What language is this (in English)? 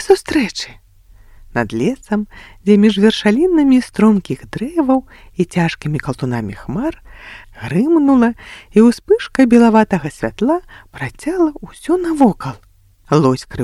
Belarusian